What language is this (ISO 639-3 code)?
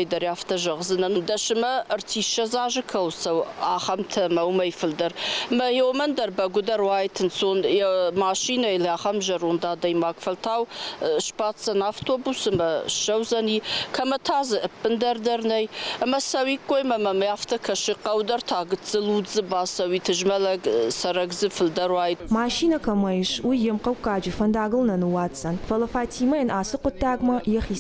oss